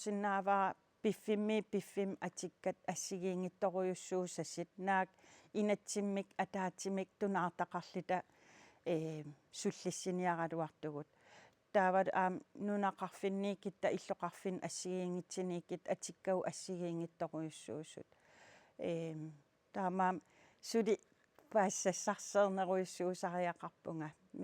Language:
Kalaallisut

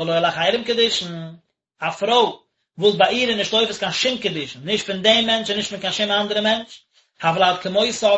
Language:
Yiddish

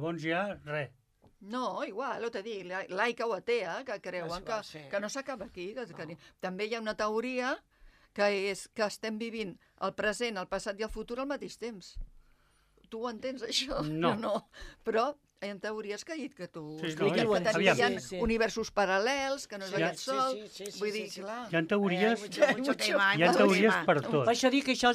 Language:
Catalan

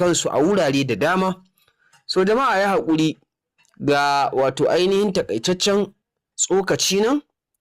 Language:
Hausa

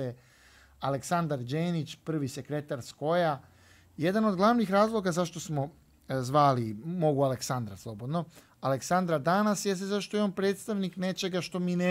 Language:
Serbian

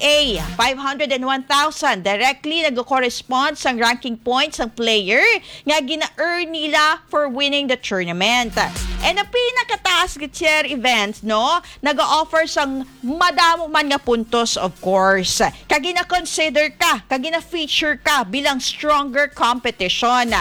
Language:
Hiligaynon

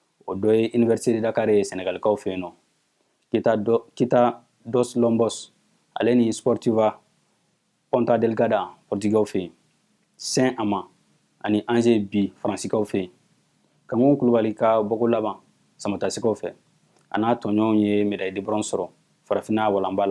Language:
Bambara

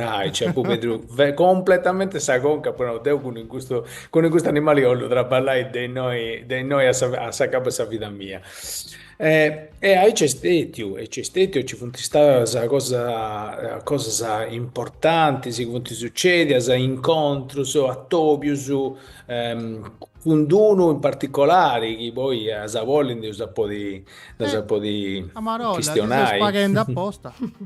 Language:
Sardinian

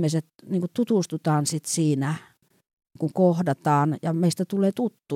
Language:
Finnish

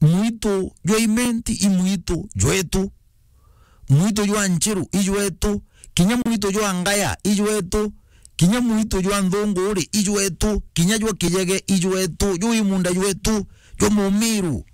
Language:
Meru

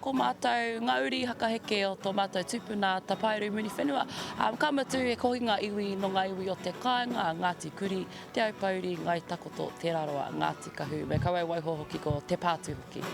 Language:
Māori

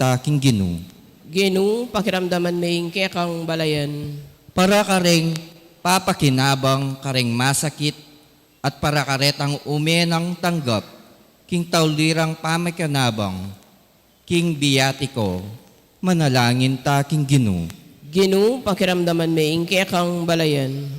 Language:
Pampanga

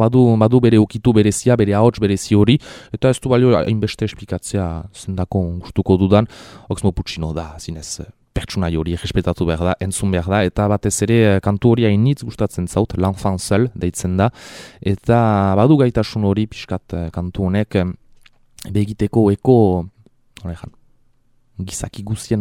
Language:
Basque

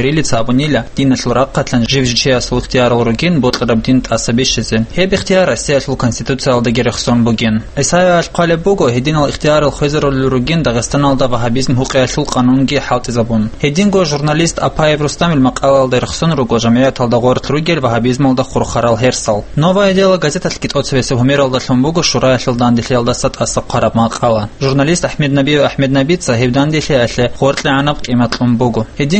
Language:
Avaric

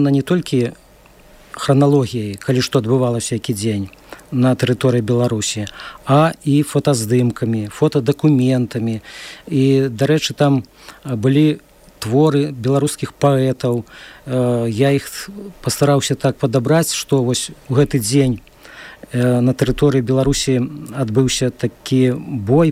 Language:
Belarusian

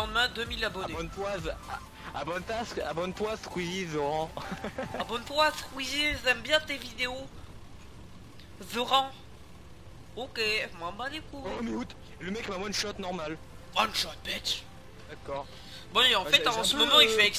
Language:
French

